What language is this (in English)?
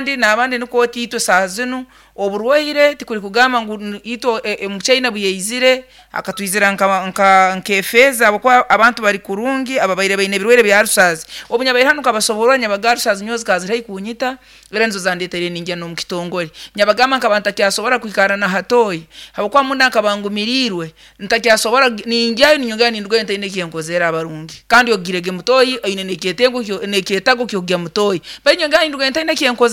Nyoro